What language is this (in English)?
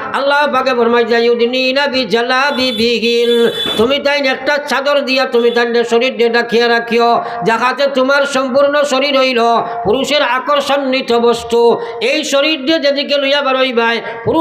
Sylheti